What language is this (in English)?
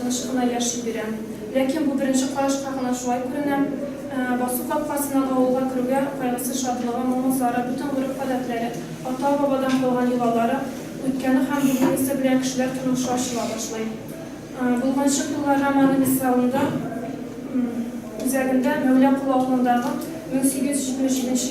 Tatar